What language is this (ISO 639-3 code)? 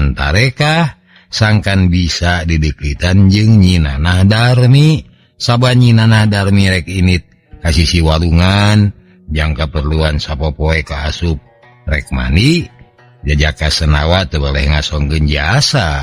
sun